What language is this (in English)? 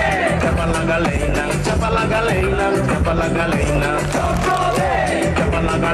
Polish